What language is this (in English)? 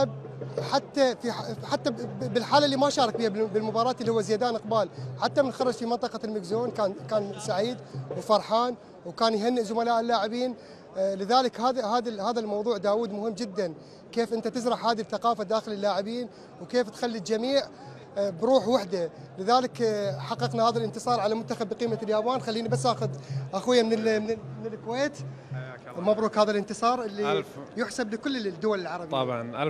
Mesopotamian Arabic